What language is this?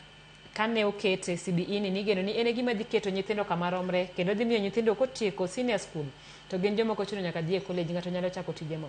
Luo (Kenya and Tanzania)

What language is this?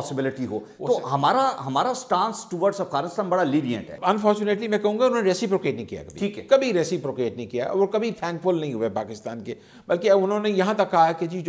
Urdu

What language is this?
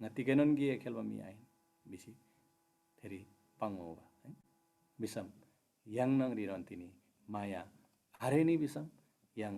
Eastern Tamang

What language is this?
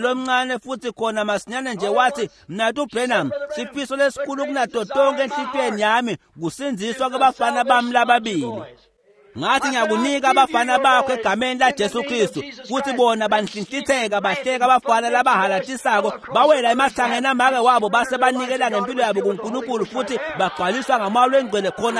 Swati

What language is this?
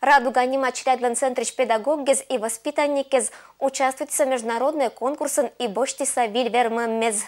Komi-Permyak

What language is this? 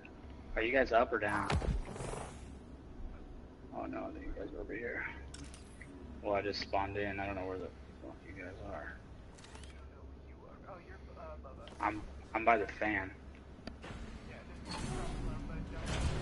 English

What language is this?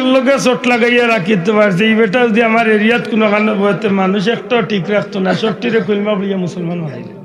Sylheti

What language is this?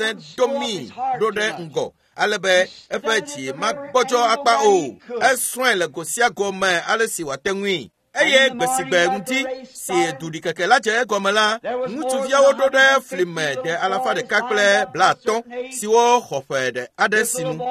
Ewe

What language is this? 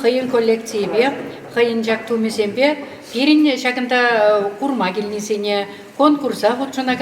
Chuvash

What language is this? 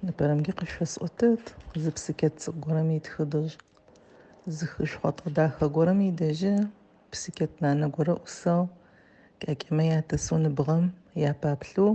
Adyghe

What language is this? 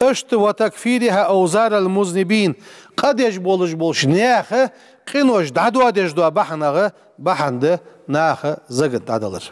Ingush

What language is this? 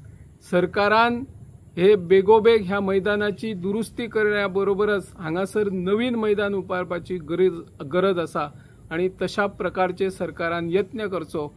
Konkani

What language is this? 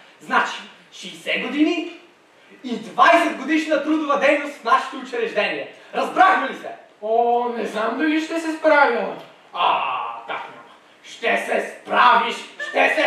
Bulgarian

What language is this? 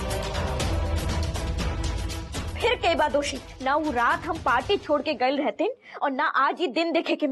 Bhojpuri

